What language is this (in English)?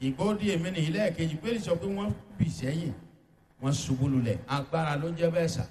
Yoruba